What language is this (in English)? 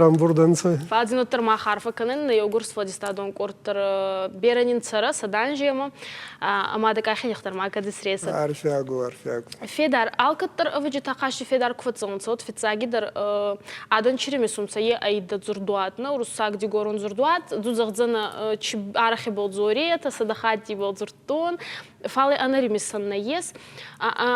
Ossetic